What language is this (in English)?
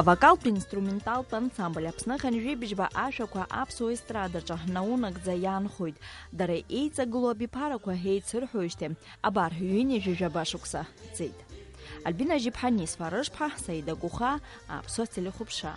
Abkhazian